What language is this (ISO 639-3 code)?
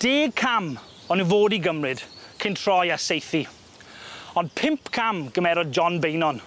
cym